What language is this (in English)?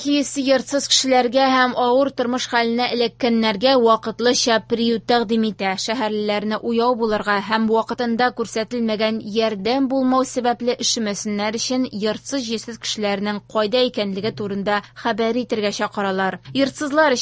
Tatar